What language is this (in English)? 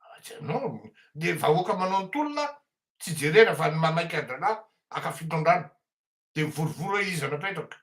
Malagasy